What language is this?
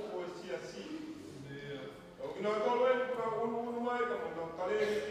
Tongan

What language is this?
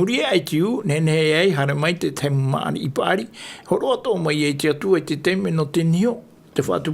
Tahitian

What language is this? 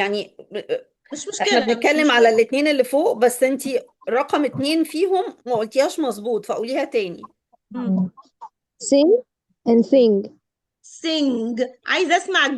Egyptian Arabic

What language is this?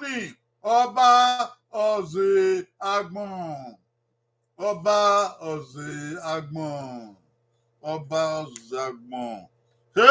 Bini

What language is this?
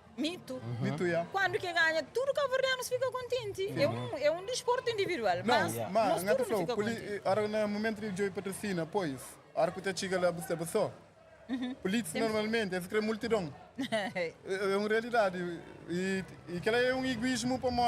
Kabuverdianu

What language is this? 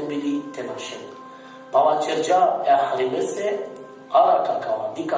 Balkan Romani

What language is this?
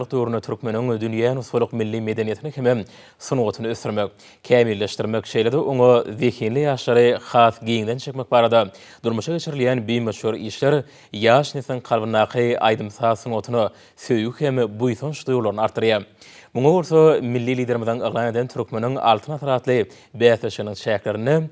Turkmen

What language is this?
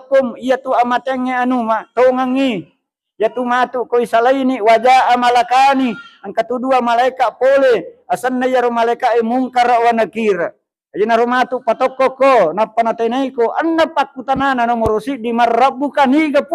Buginese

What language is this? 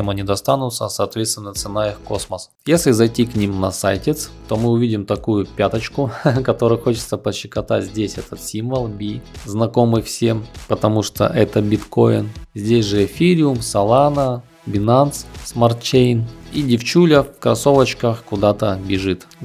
Russian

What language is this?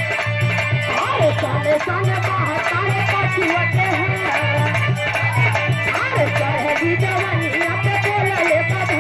Bhojpuri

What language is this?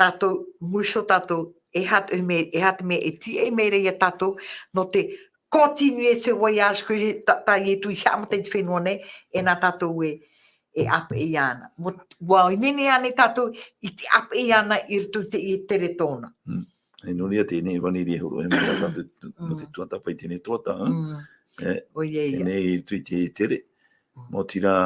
Tahitian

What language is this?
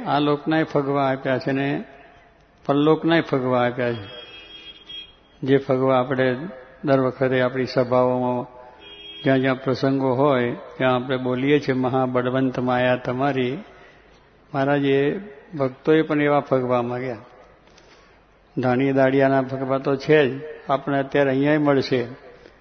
Gujarati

